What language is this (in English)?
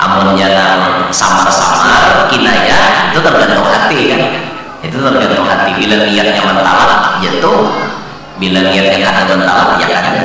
Banjar